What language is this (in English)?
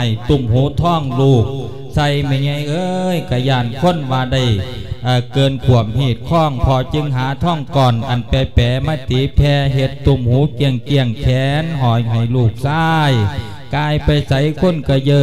Lao